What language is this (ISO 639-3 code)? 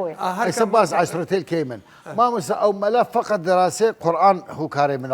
sdh